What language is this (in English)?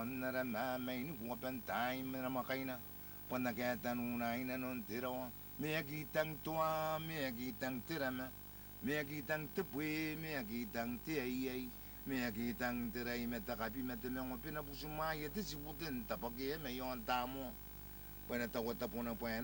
Gilbertese